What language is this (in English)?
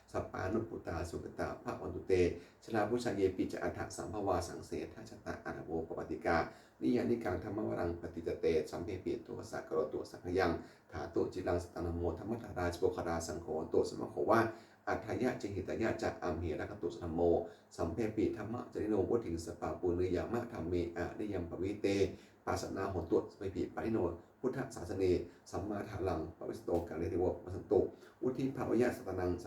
Pali